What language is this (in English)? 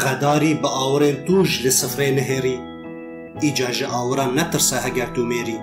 Kurdish